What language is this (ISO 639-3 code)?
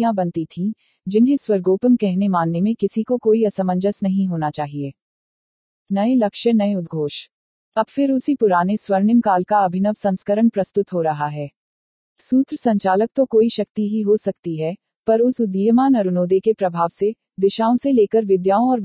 hin